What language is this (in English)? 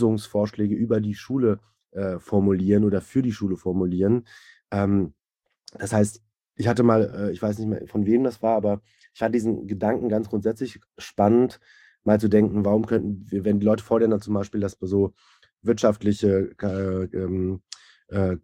German